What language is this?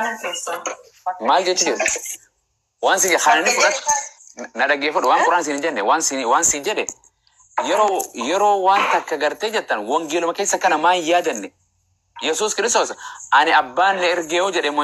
Oromo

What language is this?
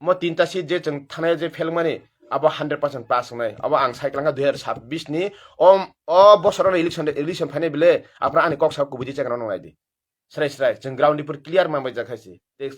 Kok Borok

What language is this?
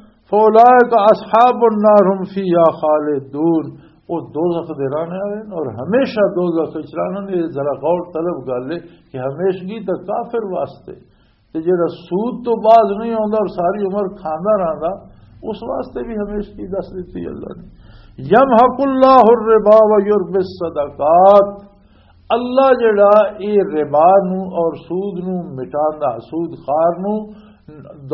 Western Panjabi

